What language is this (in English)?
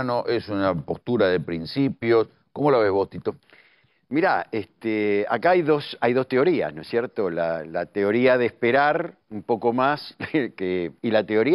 Spanish